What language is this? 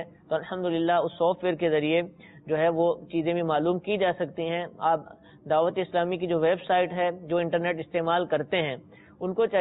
Urdu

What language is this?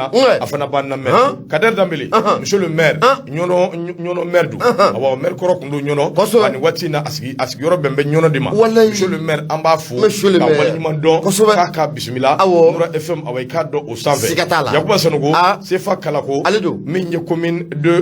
Bambara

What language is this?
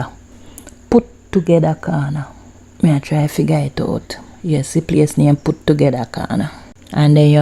Jamaican Creole English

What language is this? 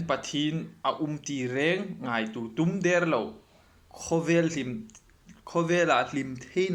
Hmar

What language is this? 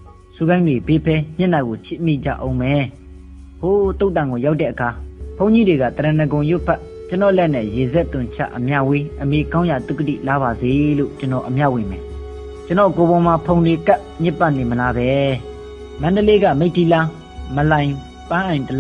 Burmese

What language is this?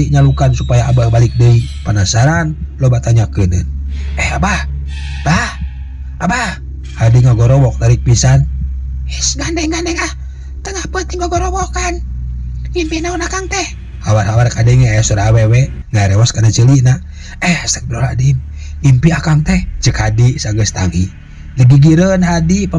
Sundanese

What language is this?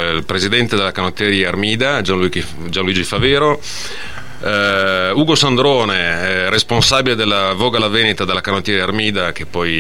Italian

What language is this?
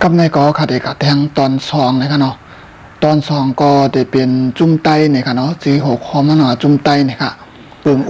Shan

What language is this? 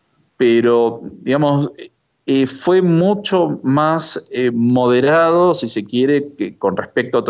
Spanish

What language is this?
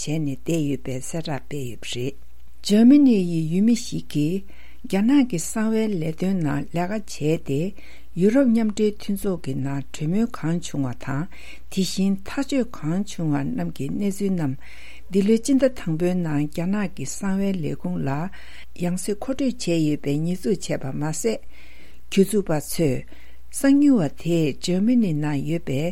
Tibetan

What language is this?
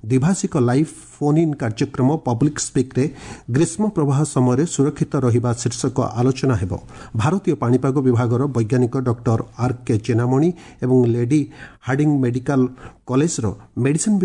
Odia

